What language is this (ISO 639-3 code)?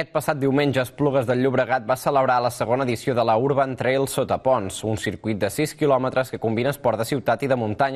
cat